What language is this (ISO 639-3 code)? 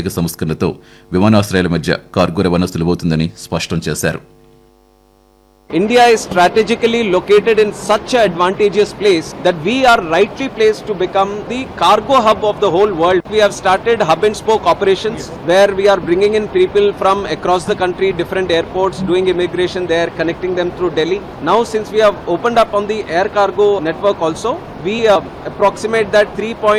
tel